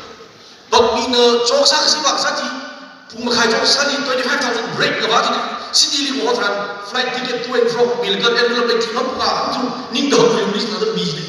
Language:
Tangkhul Naga (India)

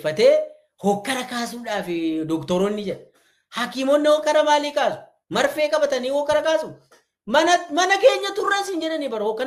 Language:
Oromo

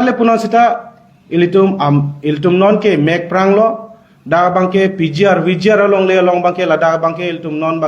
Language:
Karbi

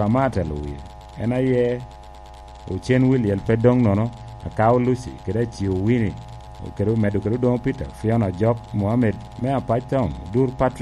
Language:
Lango (Uganda)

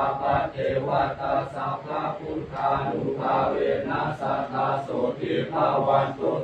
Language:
Pali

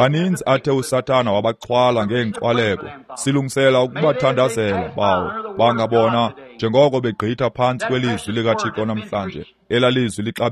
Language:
Xhosa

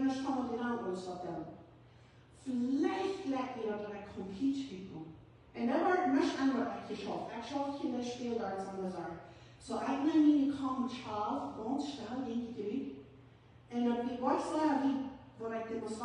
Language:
Plautdietsch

